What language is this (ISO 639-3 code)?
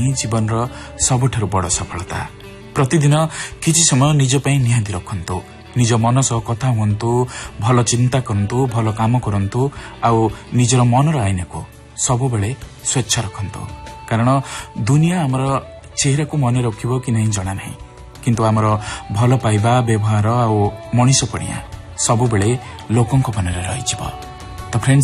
ori